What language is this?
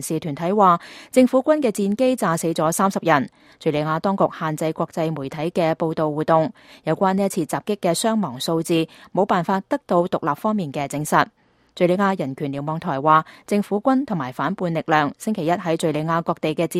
Cantonese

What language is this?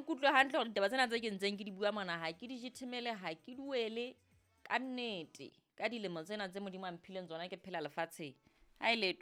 Southern Sotho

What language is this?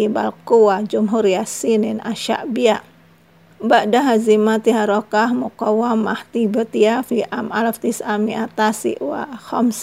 Indonesian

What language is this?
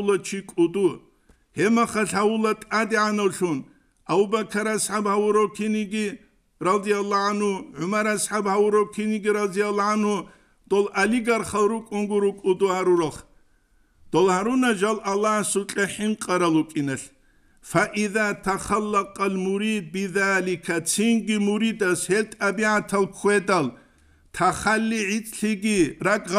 Avaric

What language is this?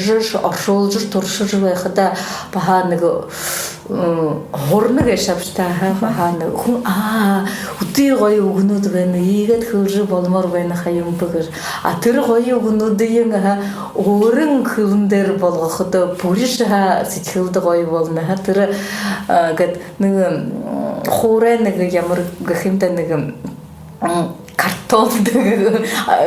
Buriat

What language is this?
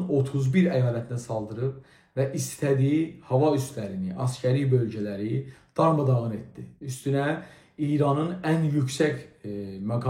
South Azerbaijani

